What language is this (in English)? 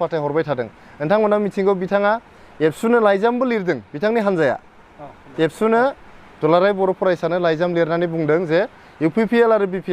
Bodo